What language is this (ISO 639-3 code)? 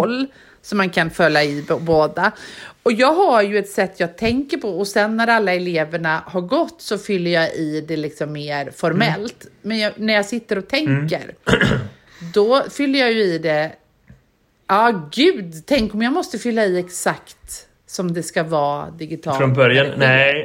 swe